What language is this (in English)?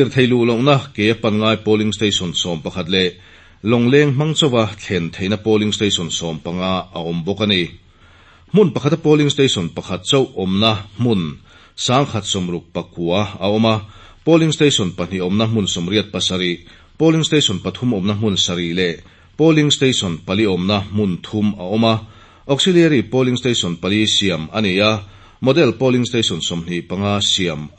Mizo